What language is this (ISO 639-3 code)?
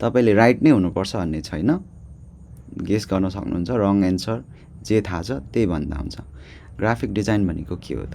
nep